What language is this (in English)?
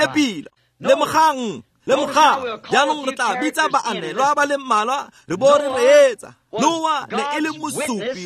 Tswana